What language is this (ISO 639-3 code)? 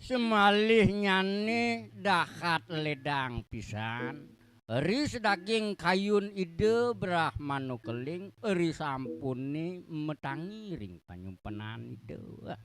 ban